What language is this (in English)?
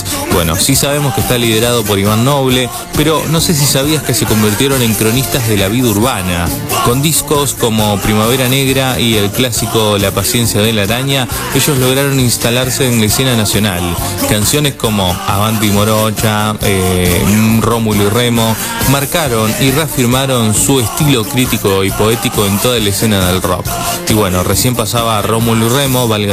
Spanish